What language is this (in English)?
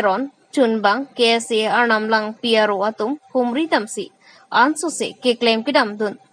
Karbi